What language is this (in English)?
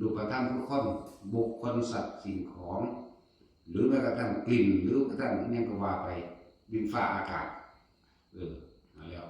Northeastern Thai